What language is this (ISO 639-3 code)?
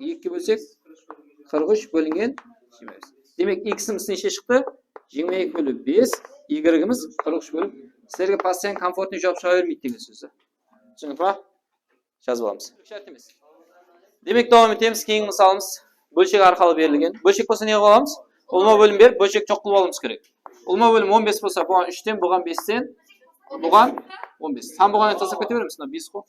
kaa